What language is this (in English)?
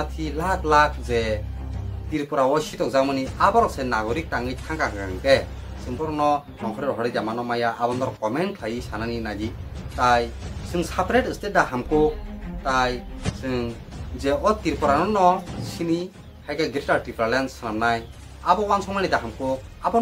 Kok Borok